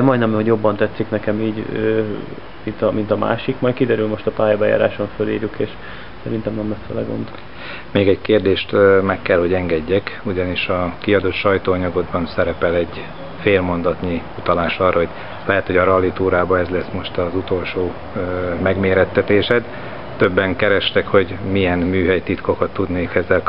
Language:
Hungarian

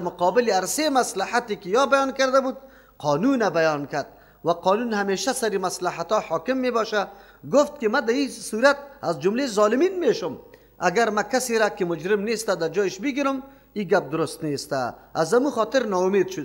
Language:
Persian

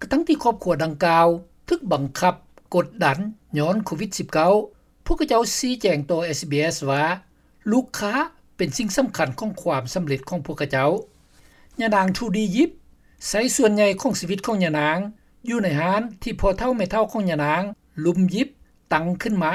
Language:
Lao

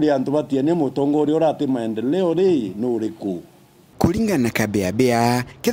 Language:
Meru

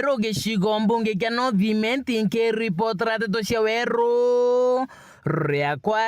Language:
Meru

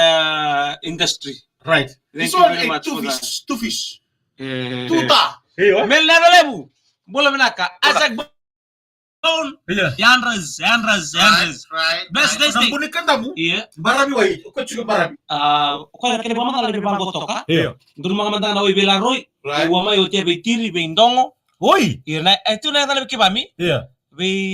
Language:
Fijian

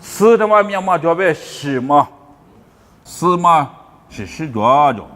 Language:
Lisu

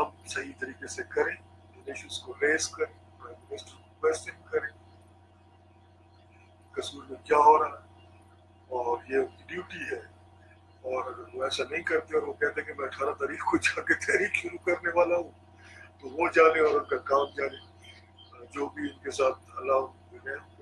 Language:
Urdu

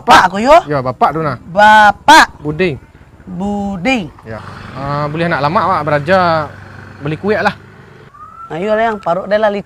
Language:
Minangkabau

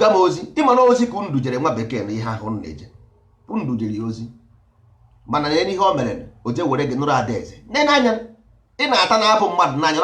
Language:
Igbo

